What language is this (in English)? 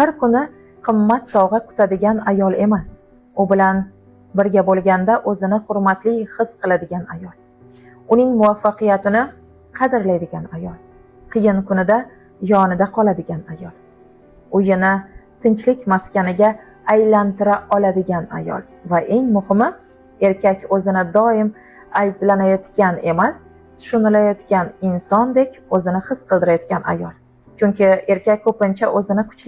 Uzbek